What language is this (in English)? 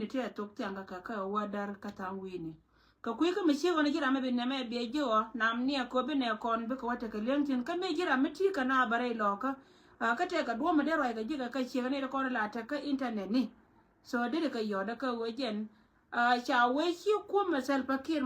Nuer